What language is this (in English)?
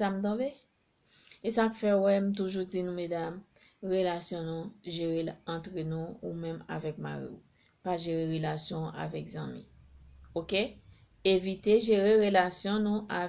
Haitian Creole